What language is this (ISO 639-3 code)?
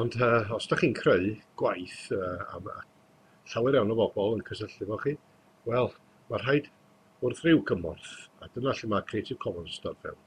cym